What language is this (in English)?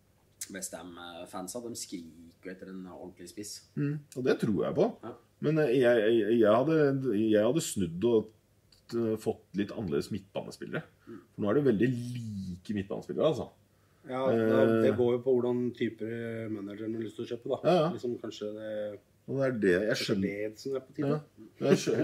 Norwegian